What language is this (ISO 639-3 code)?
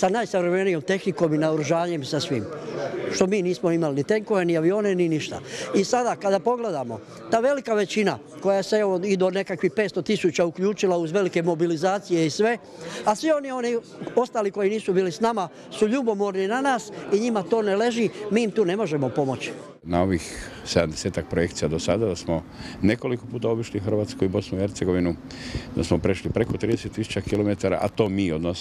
hrv